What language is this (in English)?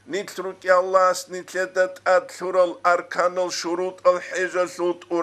Avaric